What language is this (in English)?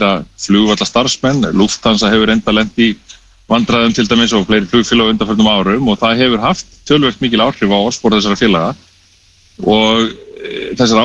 Icelandic